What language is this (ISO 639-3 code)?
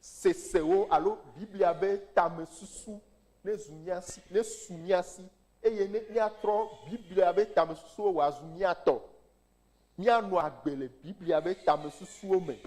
ewe